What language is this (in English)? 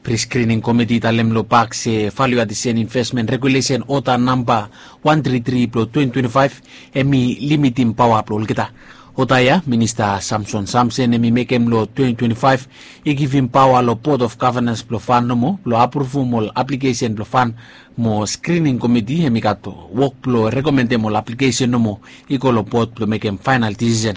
Bislama